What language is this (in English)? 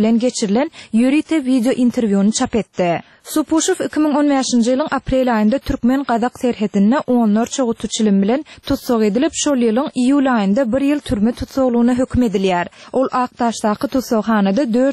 Turkmen